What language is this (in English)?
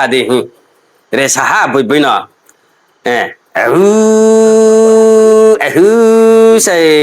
Riang (India)